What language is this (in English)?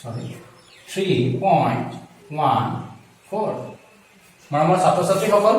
Assamese